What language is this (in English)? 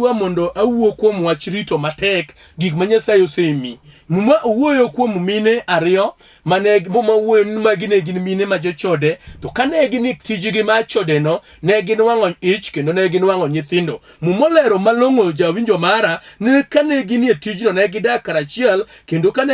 Luo (Kenya and Tanzania)